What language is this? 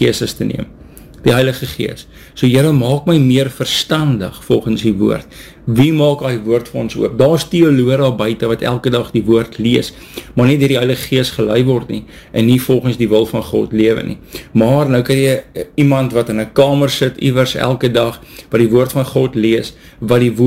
Afrikaans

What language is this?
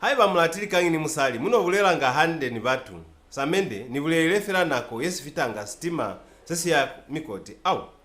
Lozi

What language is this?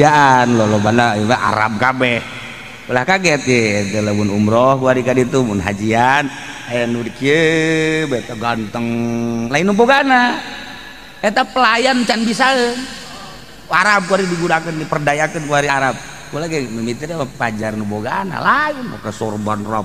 Sundanese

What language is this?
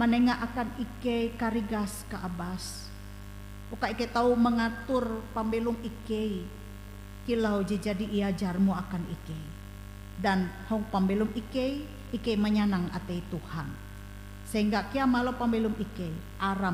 Ngaju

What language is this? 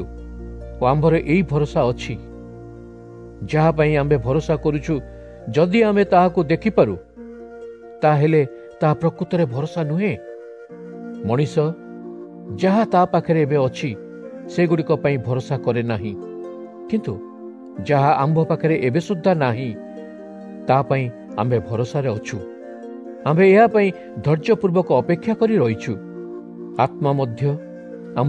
Odia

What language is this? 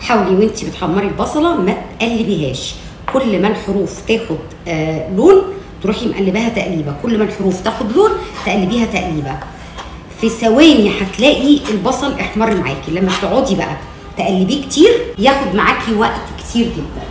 Egyptian Arabic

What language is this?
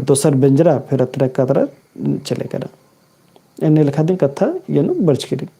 Kurukh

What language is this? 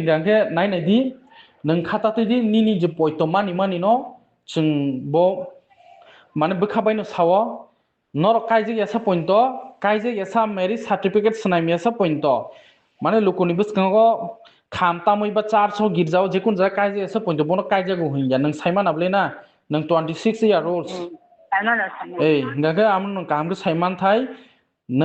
Kok Borok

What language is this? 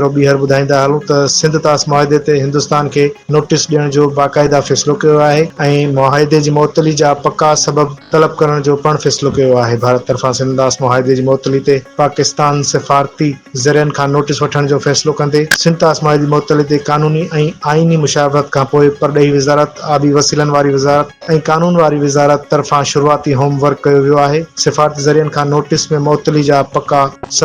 Sindhi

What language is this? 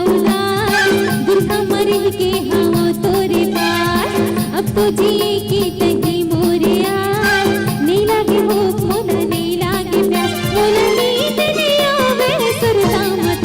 Chhattisgarhi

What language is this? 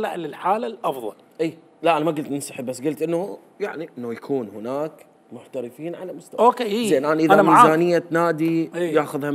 Mesopotamian Arabic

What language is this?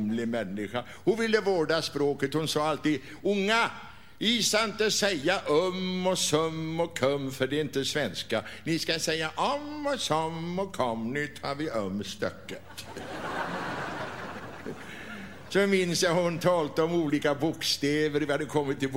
Swedish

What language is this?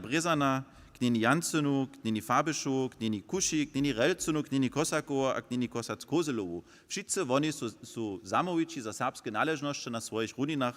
Upper Sorbian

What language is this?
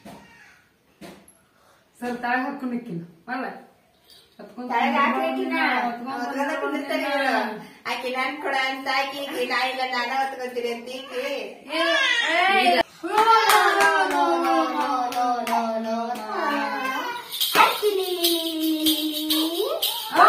Kannada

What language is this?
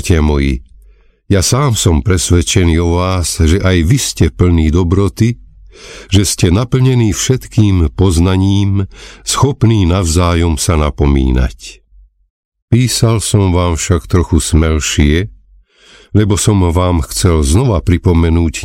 Slovak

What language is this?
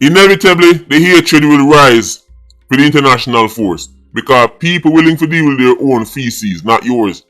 Jamaican Creole English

